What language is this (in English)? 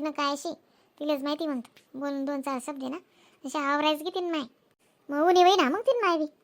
Khandesi